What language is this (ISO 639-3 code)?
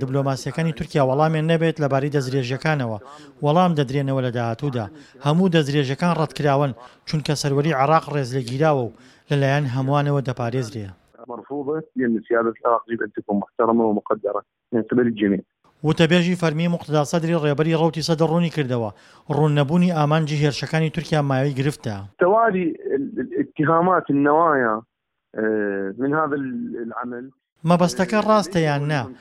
ckb